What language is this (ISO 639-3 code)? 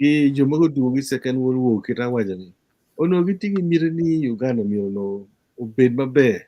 ach